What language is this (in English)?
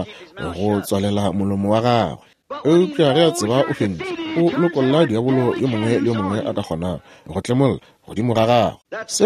Northern Sotho